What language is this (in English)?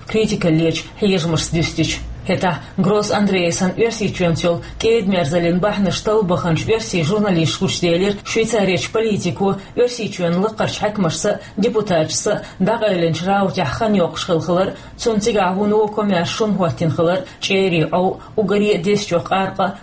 Chechen